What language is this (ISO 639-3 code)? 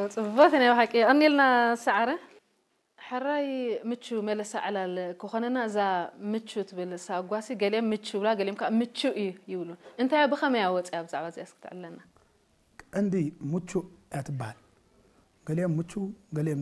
tir